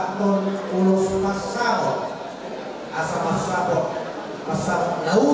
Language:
Batak Toba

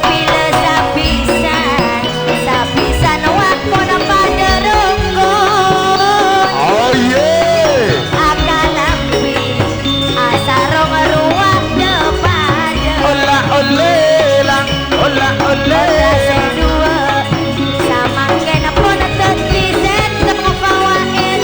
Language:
Madurese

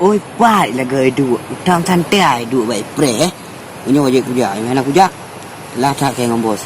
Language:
Achinese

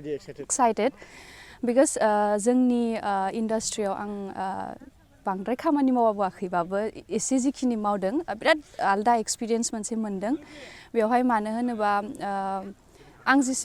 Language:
Bodo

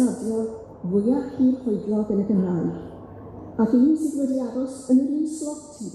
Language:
Welsh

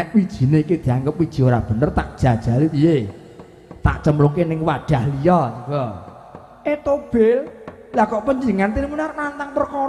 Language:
Javanese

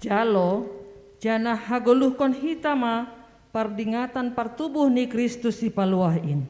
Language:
Batak Simalungun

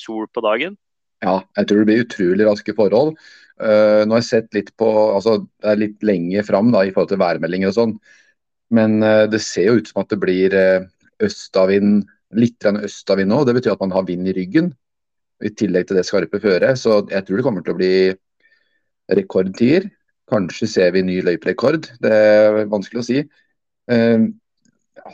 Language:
Norwegian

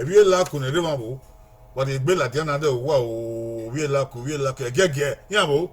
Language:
Bini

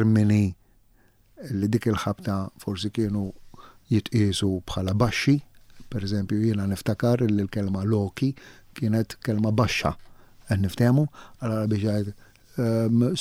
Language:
Maltese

